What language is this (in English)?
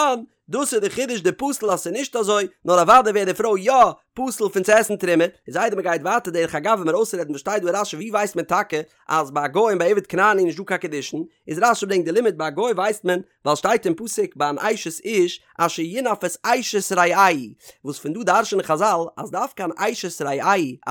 Yiddish